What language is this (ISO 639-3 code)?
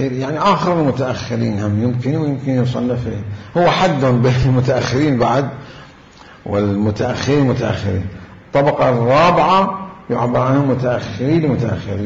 acm